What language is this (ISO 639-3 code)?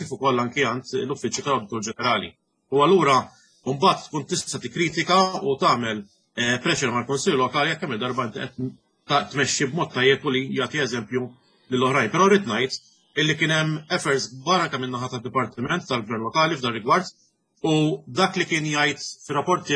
mlt